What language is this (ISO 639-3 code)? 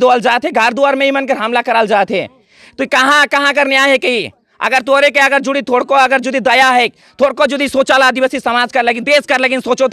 sck